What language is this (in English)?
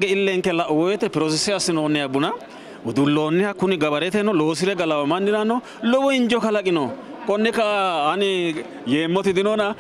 Sidamo